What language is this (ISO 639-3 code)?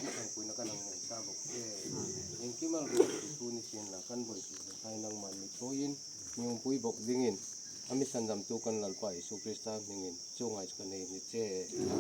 hmr